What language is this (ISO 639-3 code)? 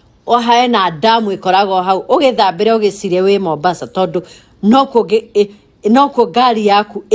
kik